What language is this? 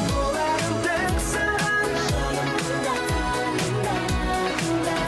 Kazakh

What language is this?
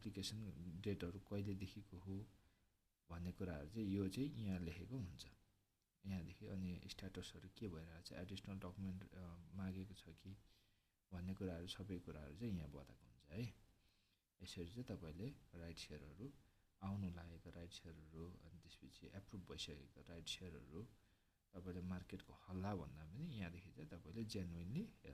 Nepali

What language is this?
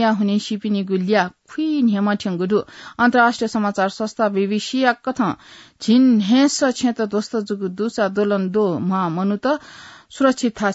Newari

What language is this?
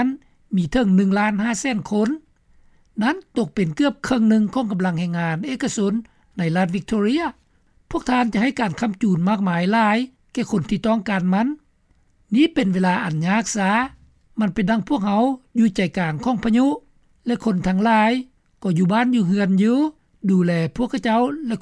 Lao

